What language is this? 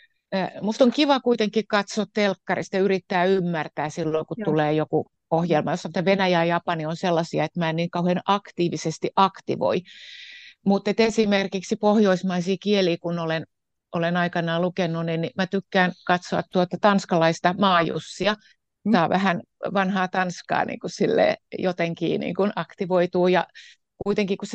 Finnish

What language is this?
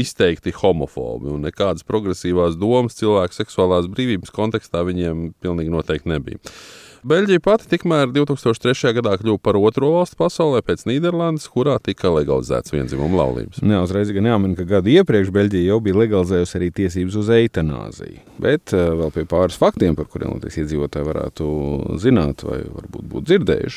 Latvian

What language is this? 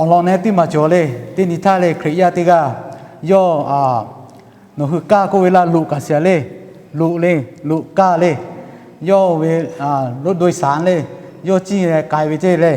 Lahu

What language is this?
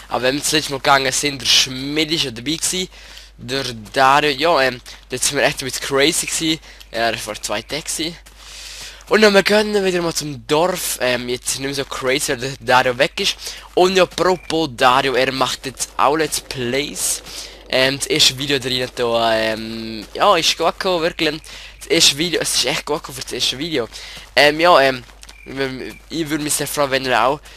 Swiss German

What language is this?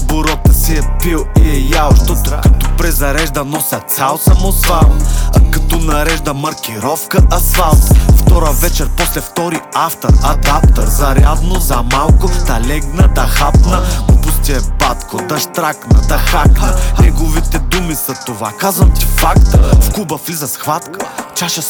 Bulgarian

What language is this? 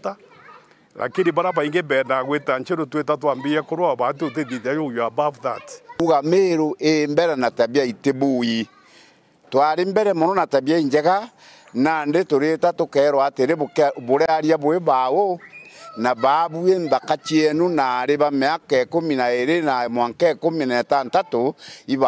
Meru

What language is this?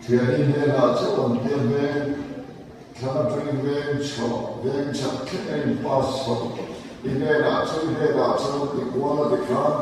Mizo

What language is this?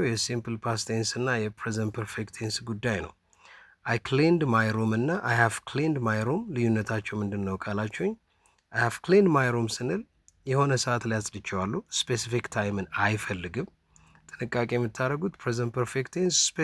Amharic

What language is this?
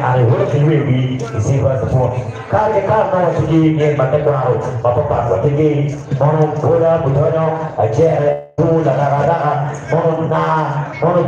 Acoli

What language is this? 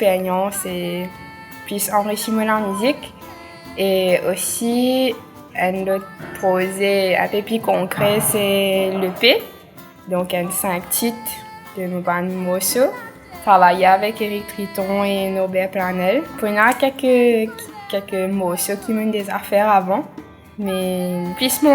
Morisyen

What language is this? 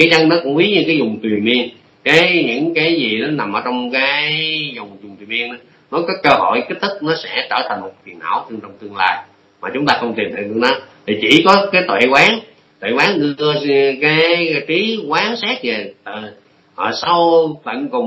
Vietnamese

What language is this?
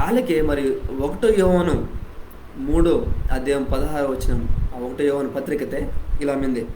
Koya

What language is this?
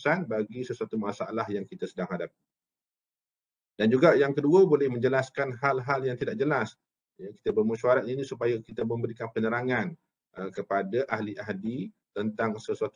Malay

